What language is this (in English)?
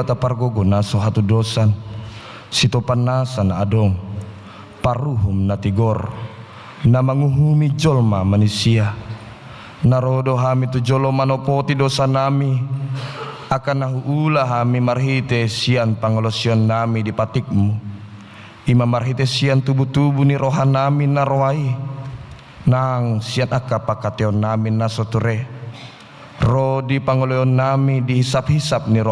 Batak Toba